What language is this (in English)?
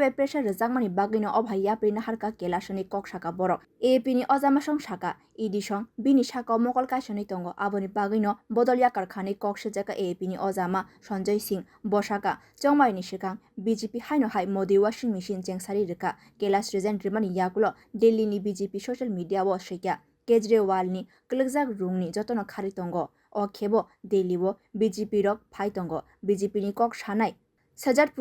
Kok Borok